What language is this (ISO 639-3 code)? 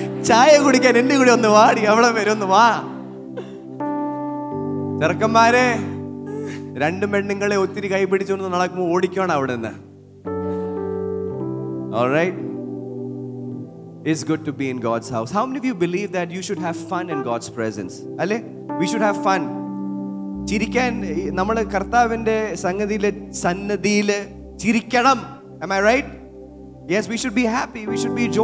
mal